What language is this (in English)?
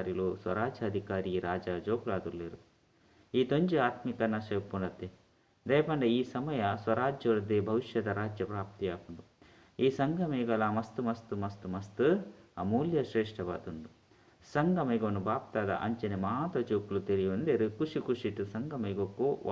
Tulu